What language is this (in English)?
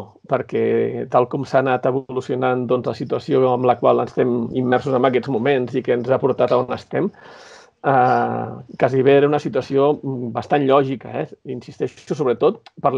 Catalan